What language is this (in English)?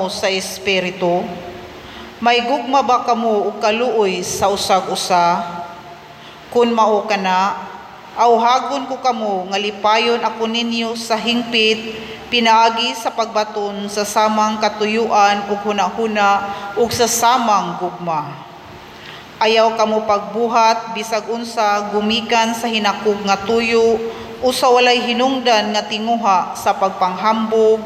Cebuano